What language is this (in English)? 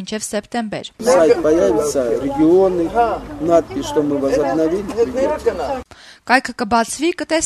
Armenian